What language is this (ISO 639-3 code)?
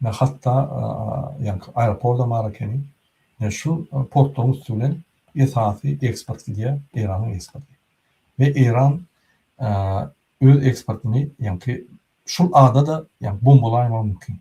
tuk